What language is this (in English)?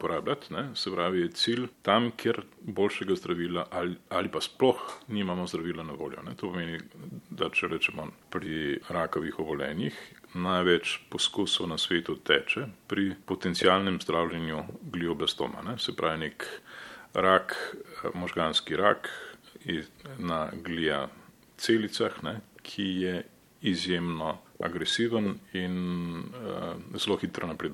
Slovenian